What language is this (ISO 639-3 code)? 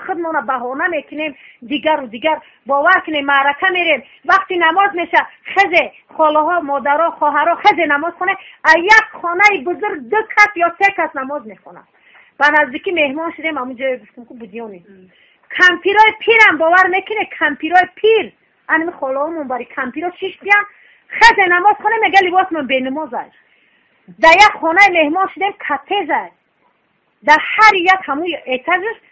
tgk